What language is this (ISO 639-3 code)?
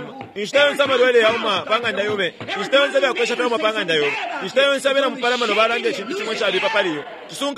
bem